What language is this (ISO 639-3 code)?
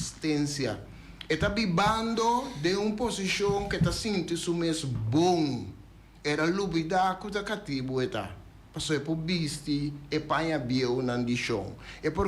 pap